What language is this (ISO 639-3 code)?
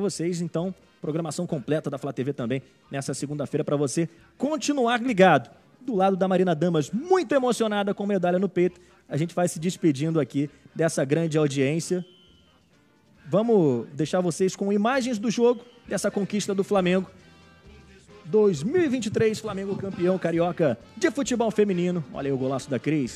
por